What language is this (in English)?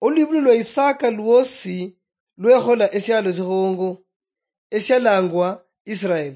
Luyia